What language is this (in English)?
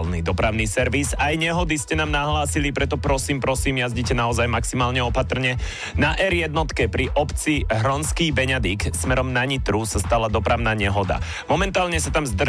Slovak